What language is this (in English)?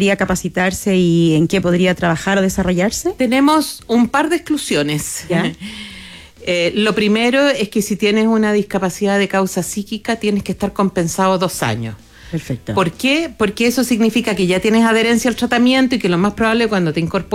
Spanish